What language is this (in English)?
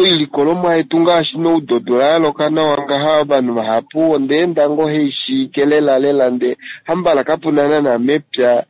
Kuanyama